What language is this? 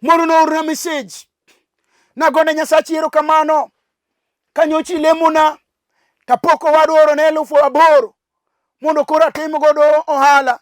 Luo (Kenya and Tanzania)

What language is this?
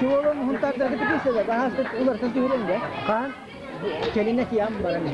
Yakut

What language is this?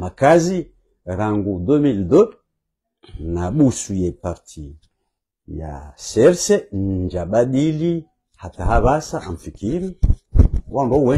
Swahili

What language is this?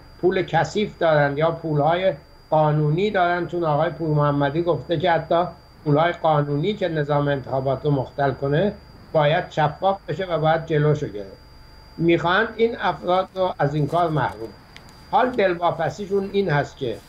Persian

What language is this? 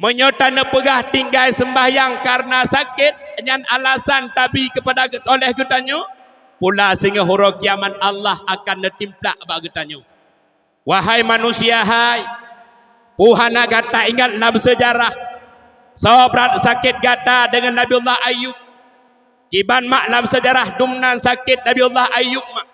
Achinese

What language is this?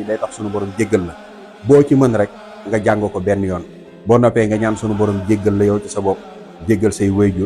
Wolof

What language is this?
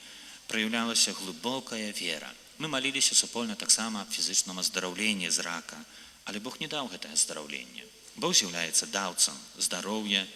Belarusian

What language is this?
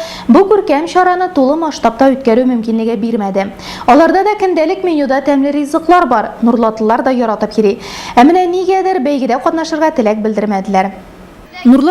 Tatar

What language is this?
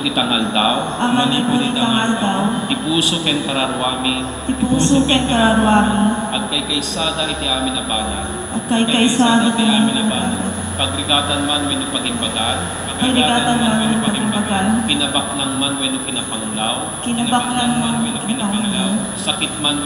Iloko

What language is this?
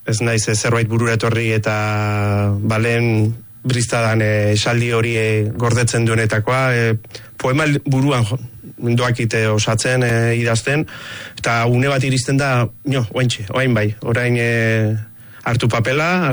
Basque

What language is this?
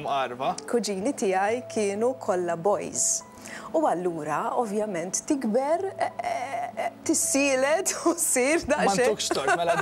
Maltese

